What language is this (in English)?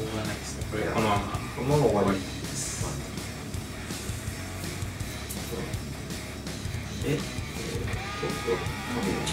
Japanese